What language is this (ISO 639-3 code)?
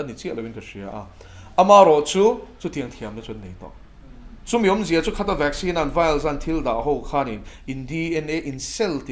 lus